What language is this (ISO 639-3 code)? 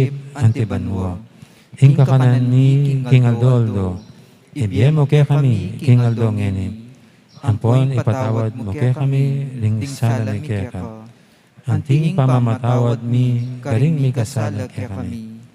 pam